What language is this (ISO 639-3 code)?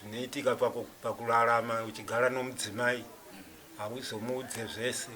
sna